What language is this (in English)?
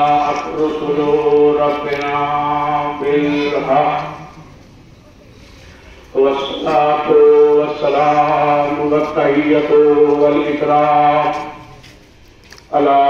Urdu